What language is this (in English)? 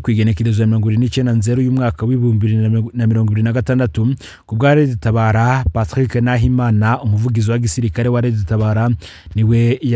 Rundi